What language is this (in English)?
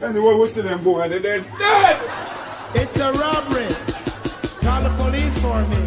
Jamaican Creole English